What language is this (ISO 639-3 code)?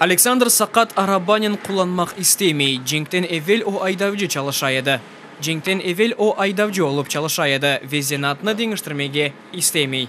crh